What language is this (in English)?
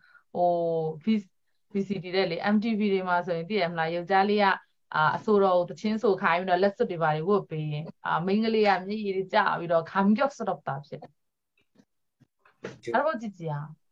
Burmese